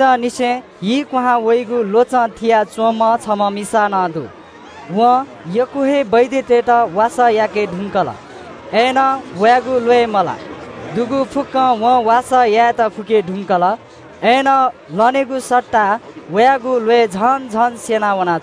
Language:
Newari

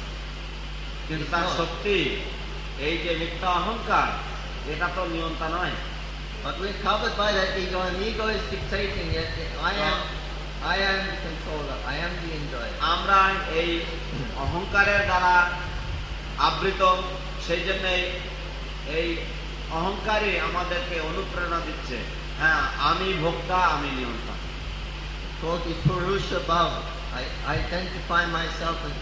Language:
Bangla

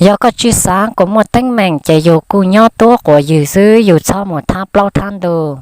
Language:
Hmong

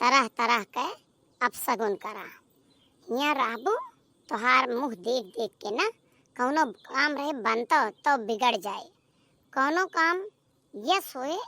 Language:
Awadhi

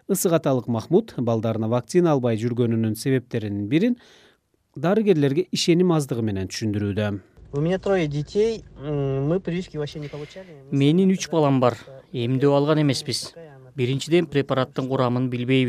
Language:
Kyrgyz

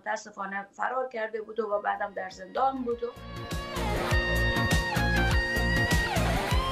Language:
Persian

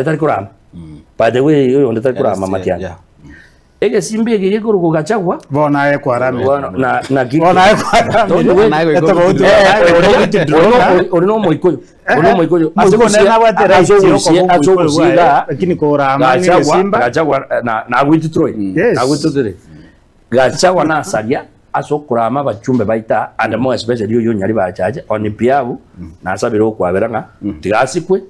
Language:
Gusii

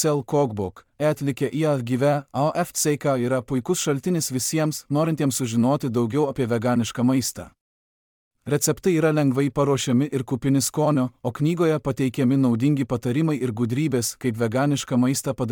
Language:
Lithuanian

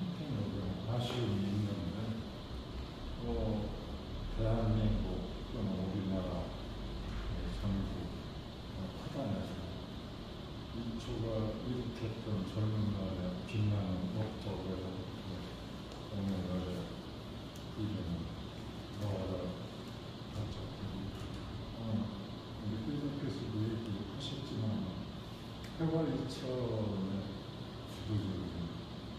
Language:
Korean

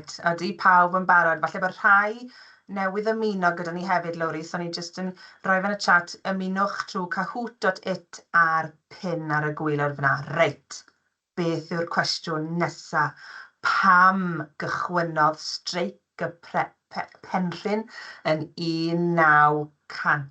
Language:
Welsh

